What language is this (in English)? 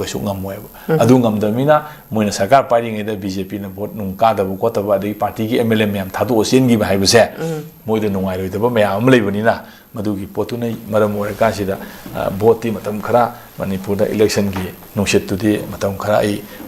Manipuri